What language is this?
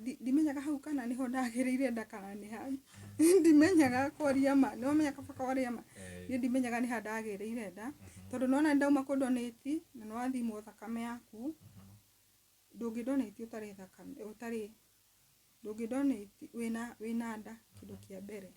Kikuyu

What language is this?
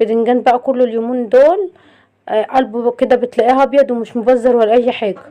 Egyptian Arabic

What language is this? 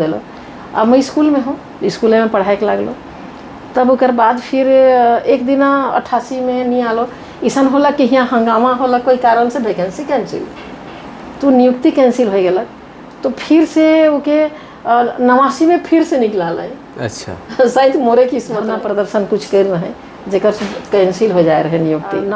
Sadri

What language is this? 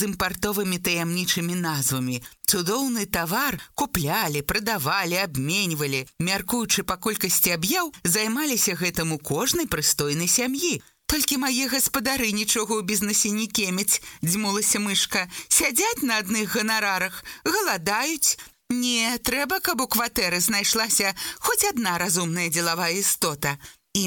Belarusian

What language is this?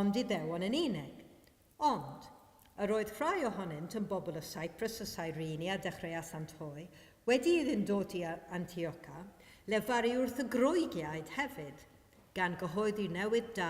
Welsh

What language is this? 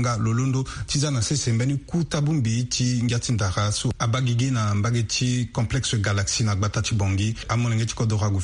Sango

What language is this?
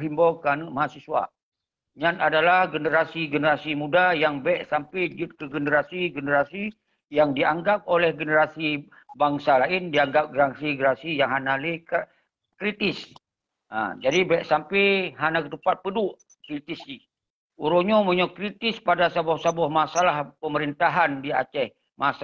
Achinese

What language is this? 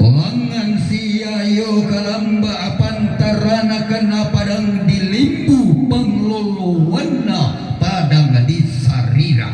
Toraja-Sa'dan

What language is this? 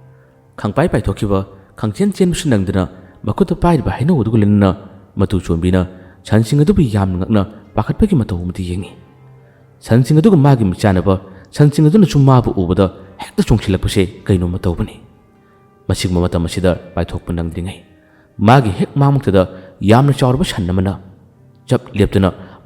Manipuri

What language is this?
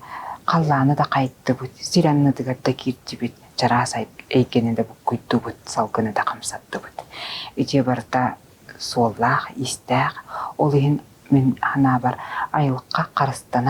Yakut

